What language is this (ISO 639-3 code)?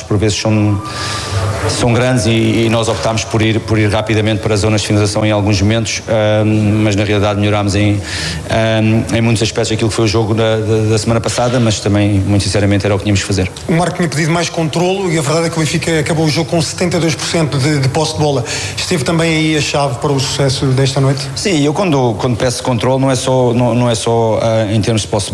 por